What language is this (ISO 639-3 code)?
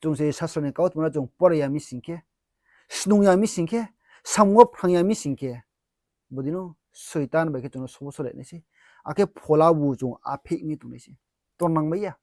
ria